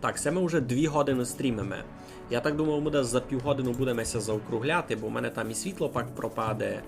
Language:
Rusyn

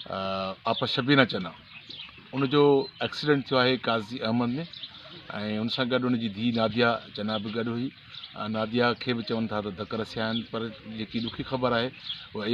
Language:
Sindhi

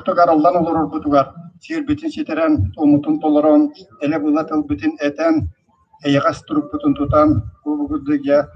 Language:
Yakut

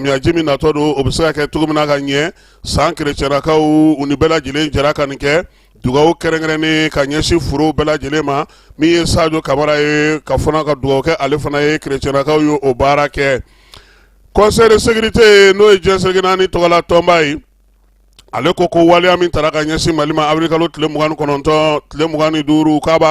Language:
Bambara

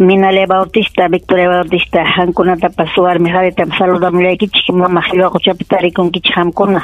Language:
Ayacucho Quechua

